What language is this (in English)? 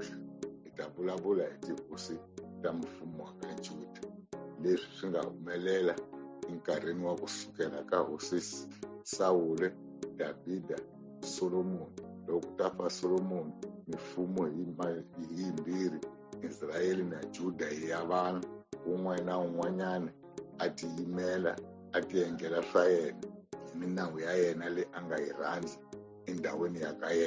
Tsonga